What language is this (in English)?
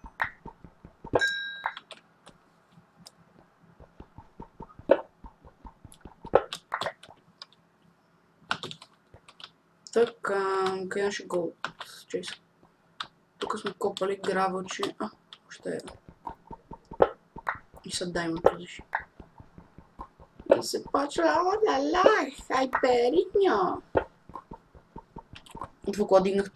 Bulgarian